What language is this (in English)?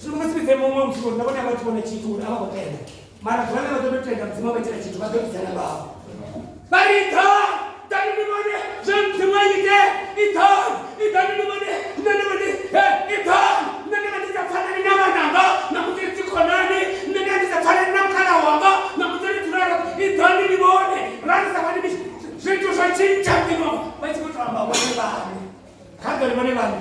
Venda